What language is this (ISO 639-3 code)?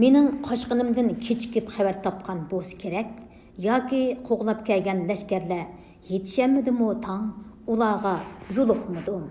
uig